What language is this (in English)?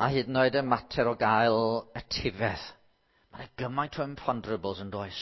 Welsh